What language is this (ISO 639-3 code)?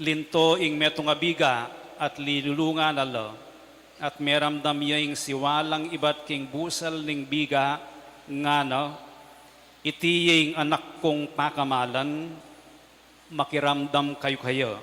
pam